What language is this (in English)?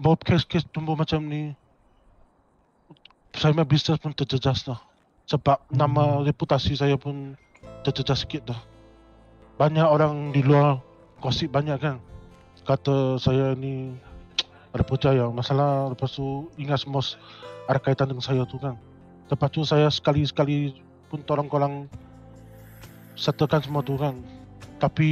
Malay